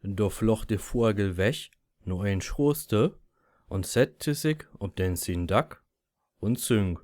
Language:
Low German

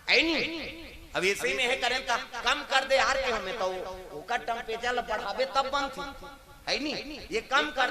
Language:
Chhattisgarhi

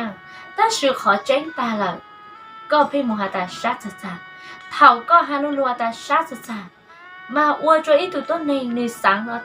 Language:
Hmong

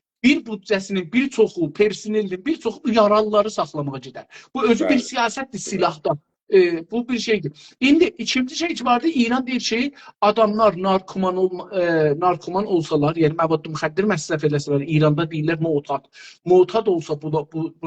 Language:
South Azerbaijani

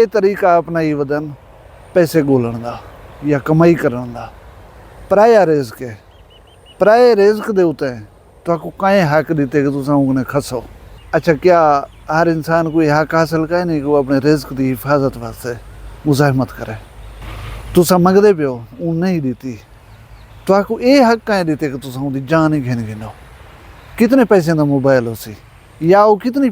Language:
Saraiki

